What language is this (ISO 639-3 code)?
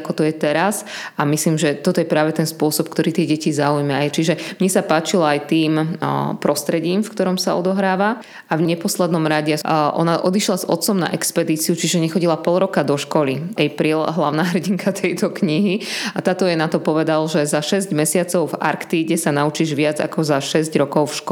slk